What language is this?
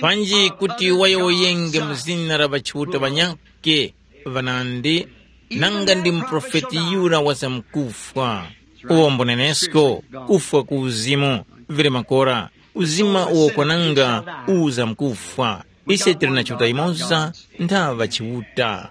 Tumbuka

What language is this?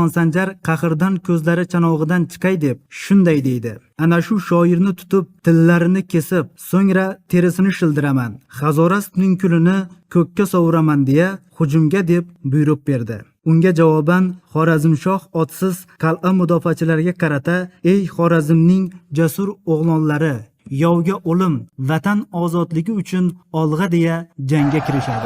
Uzbek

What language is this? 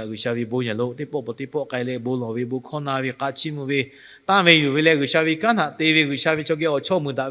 Lahu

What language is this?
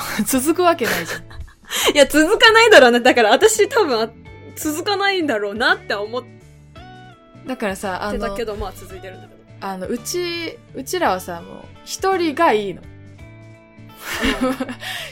Japanese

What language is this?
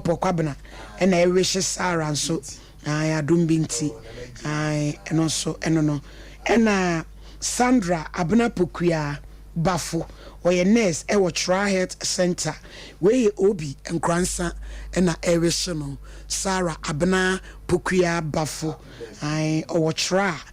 Akan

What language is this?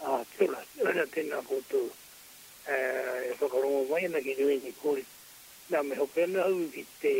Māori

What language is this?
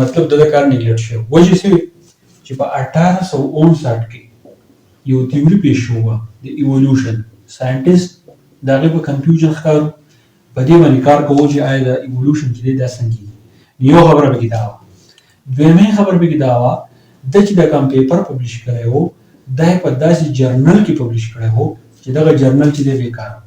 Pashto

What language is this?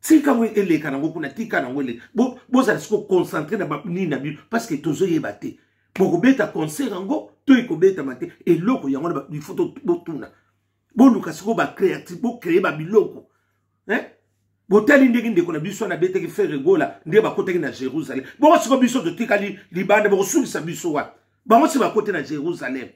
Lingala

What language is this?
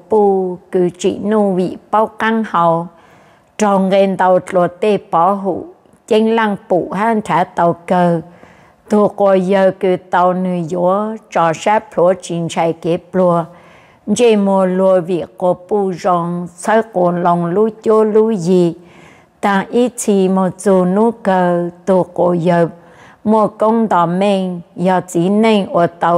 Vietnamese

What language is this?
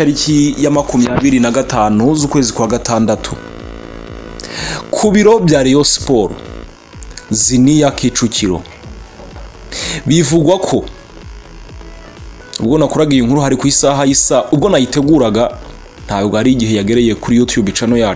Kinyarwanda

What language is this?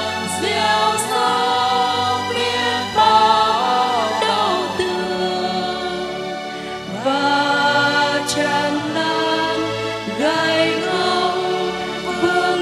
Vietnamese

